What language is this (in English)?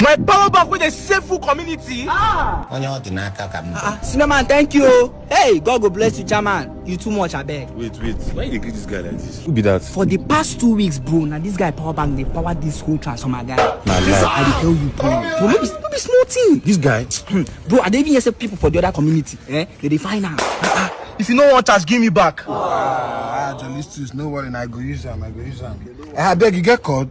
Nigerian Pidgin